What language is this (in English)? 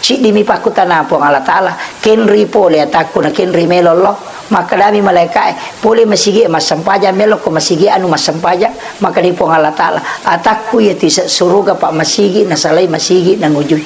Buginese